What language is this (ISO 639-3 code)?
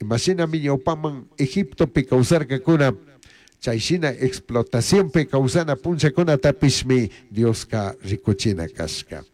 qug